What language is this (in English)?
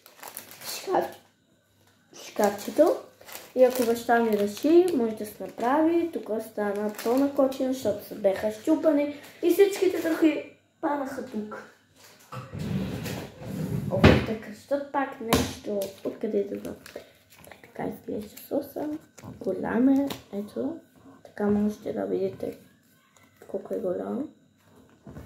Bulgarian